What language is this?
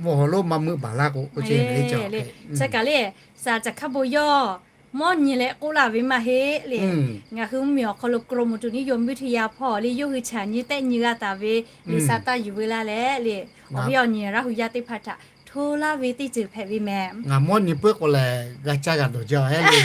Lahu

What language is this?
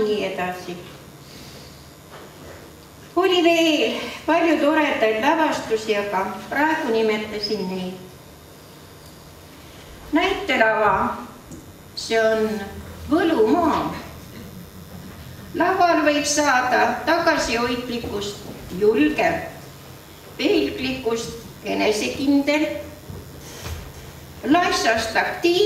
Estonian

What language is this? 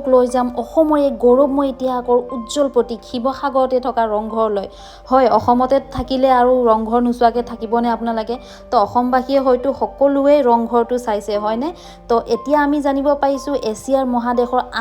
Assamese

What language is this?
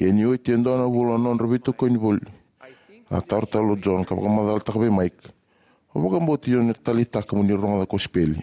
Fijian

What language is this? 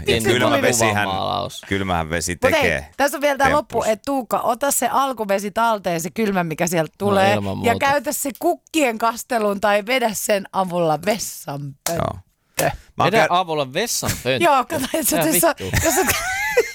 Finnish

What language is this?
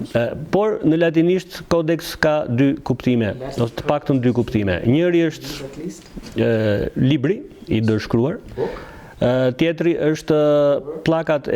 Albanian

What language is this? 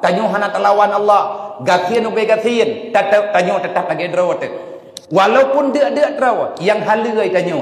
Achinese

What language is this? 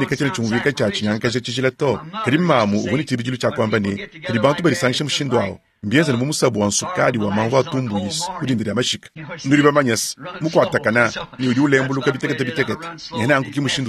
Luba-Lulua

